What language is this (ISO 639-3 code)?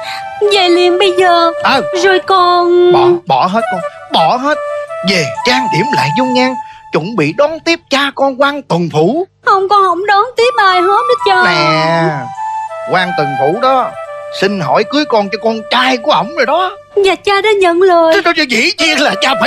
vie